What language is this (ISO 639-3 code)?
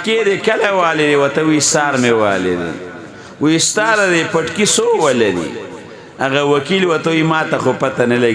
pus